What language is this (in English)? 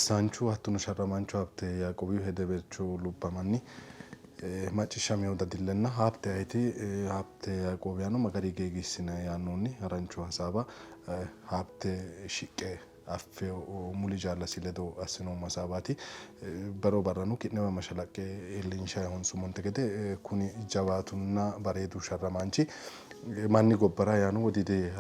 Sidamo